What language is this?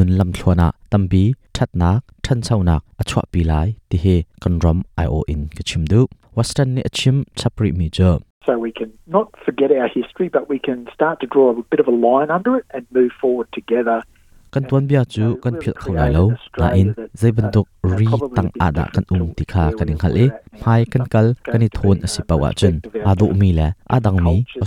Hakha Chin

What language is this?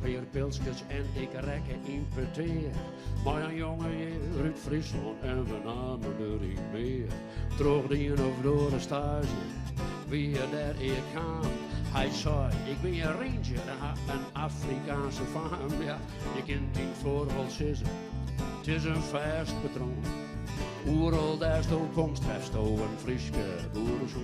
Western Frisian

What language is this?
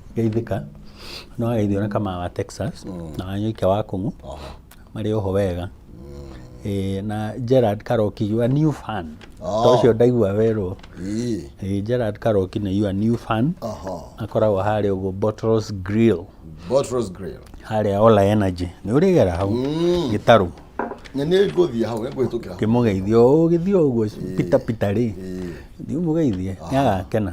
Kikuyu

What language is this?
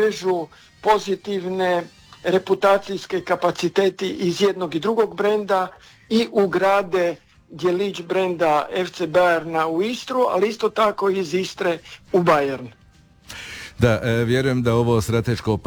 Croatian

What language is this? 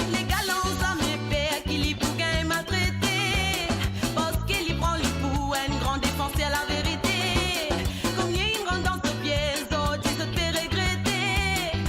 Morisyen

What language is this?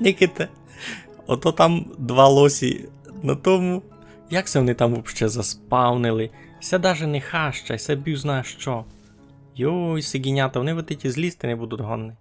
Rusyn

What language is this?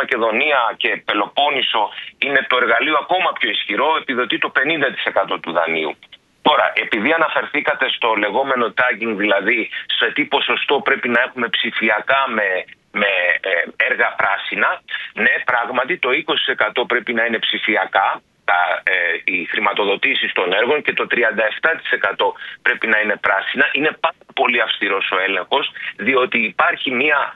Greek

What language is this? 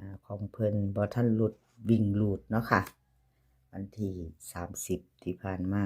Northeastern Thai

